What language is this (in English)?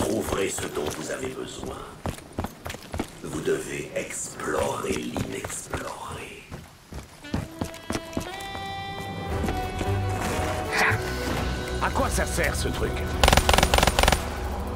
French